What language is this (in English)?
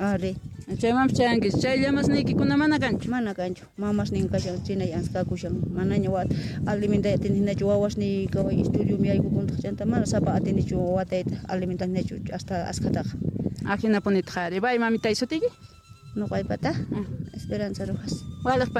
Quechua